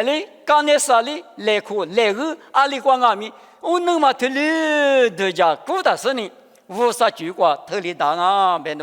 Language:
Lisu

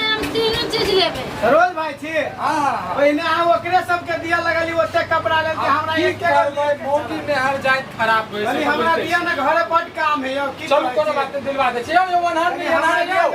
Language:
Maithili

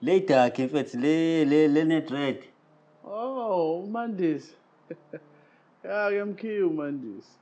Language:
Zulu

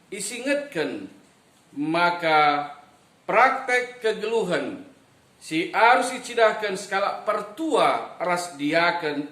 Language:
Batak Karo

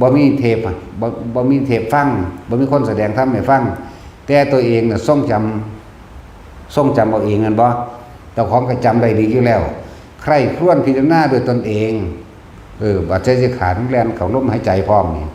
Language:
Northeastern Thai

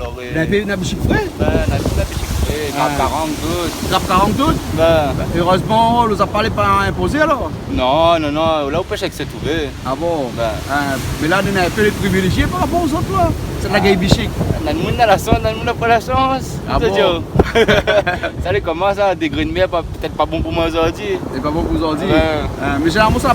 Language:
Réunion Creole French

